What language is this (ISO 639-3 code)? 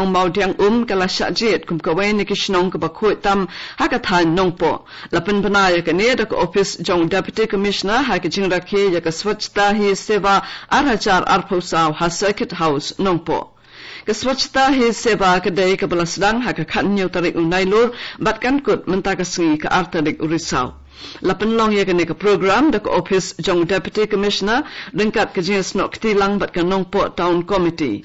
kha